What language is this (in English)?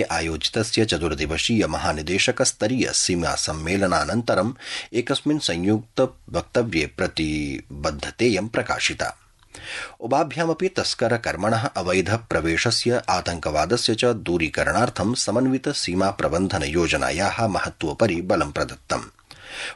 Sanskrit